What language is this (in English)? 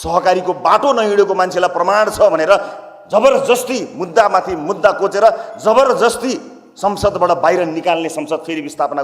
Nepali